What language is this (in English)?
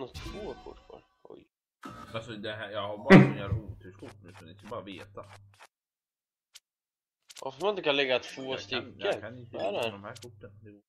Swedish